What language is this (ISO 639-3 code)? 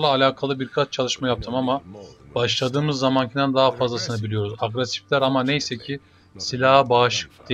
tur